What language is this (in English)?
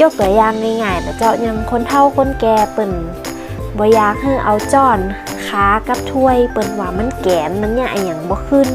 Northern Thai